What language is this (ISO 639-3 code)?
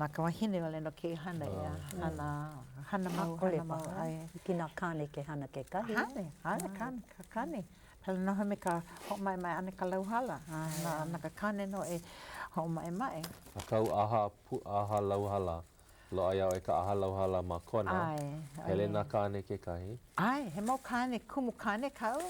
haw